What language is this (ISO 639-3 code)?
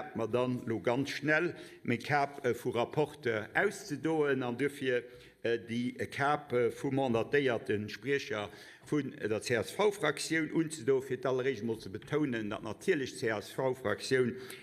ltz